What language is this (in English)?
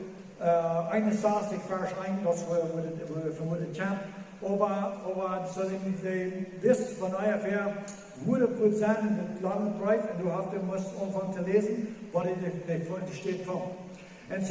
Plautdietsch